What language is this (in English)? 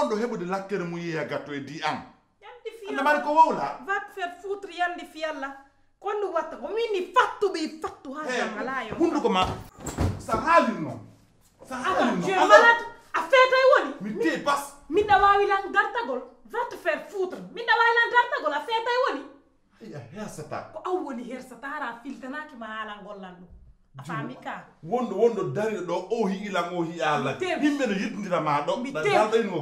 Pular